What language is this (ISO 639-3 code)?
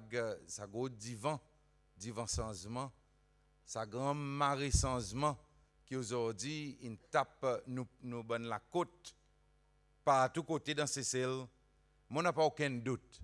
crs